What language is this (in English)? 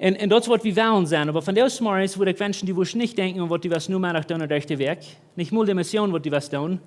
Plautdietsch